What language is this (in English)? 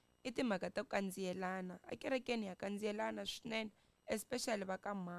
Tsonga